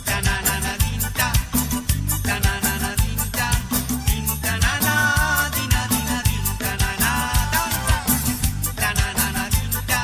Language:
Morisyen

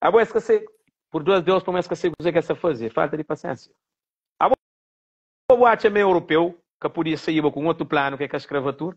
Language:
Kabuverdianu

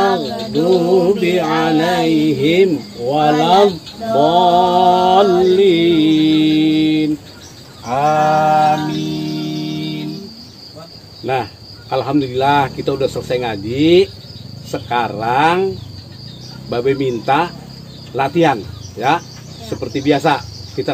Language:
Betawi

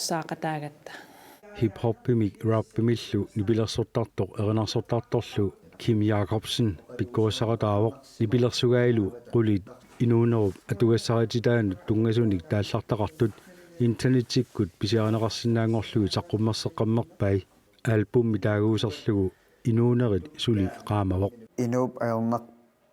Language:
Kalaallisut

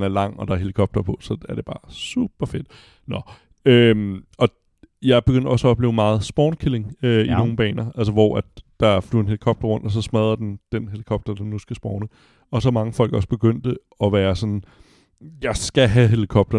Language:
Danish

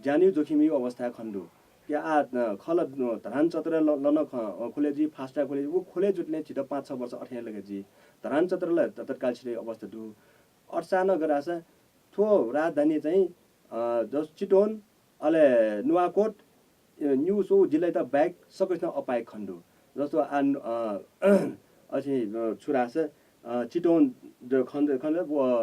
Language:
Newari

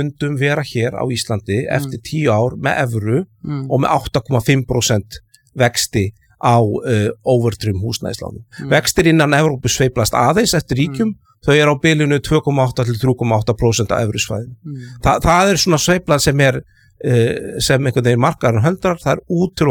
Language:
Icelandic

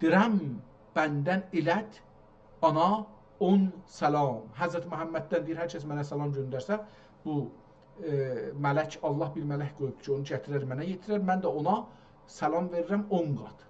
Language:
South Azerbaijani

